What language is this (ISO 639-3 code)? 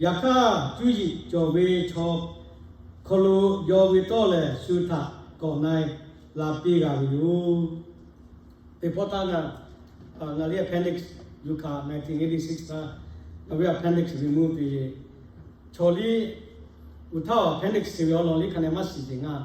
lhu